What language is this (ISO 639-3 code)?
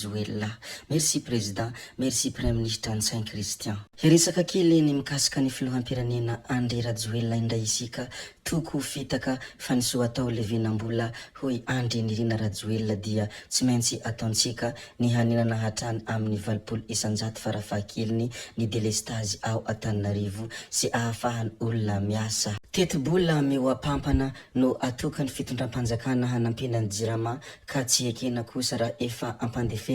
mlg